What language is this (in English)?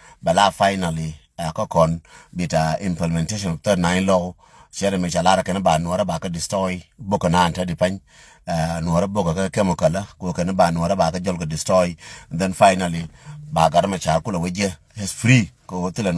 Nuer